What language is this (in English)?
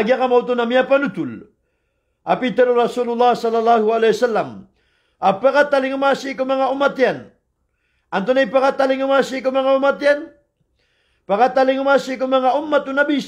Maranao